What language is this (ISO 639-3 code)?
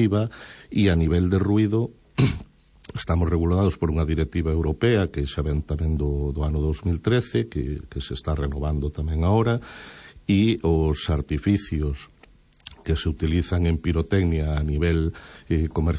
glg